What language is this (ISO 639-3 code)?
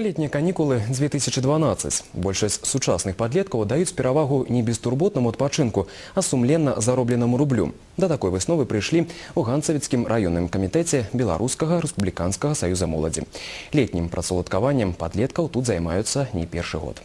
bel